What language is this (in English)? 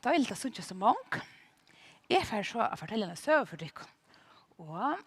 Faroese